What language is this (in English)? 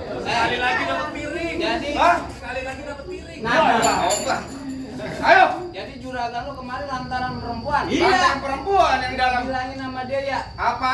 Betawi